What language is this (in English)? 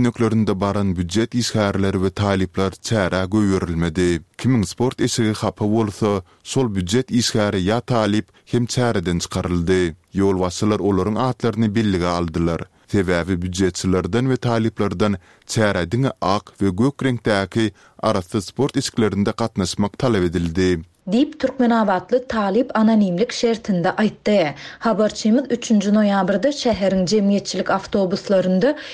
Turkmen